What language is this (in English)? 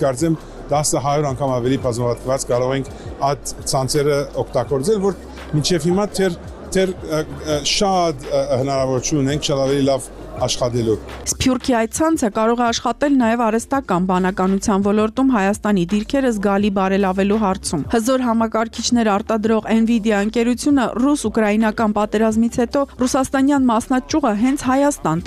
Armenian